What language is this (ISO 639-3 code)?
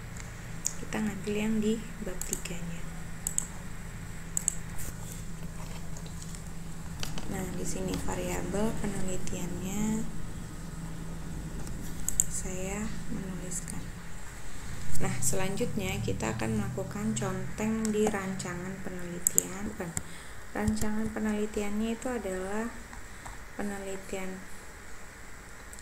ind